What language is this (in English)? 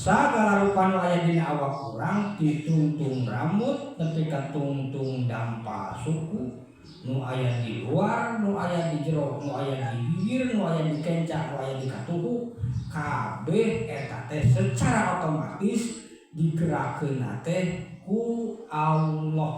Sundanese